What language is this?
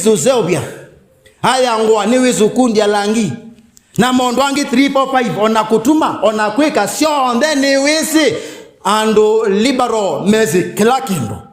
Kamba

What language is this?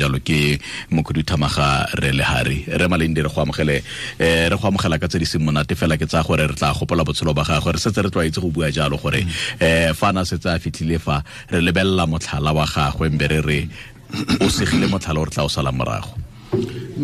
Tswana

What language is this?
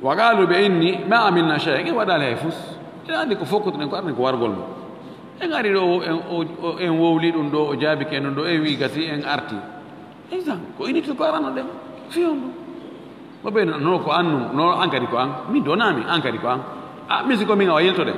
Fula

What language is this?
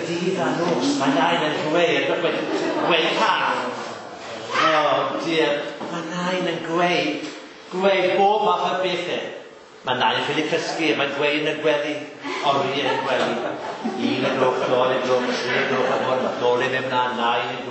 Welsh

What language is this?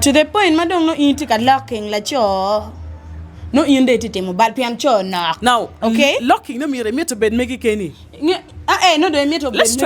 Acoli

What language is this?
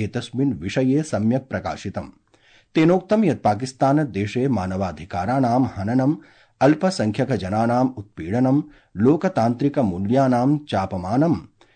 Sanskrit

